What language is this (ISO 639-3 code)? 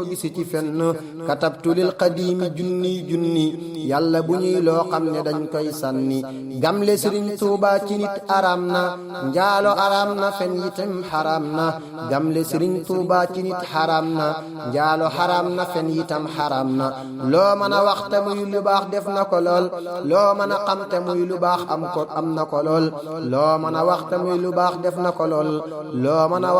wol